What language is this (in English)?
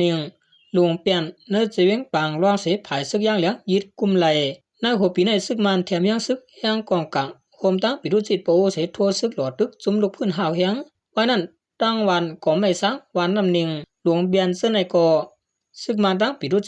Shan